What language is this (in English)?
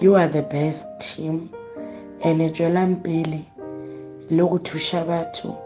Northern Sotho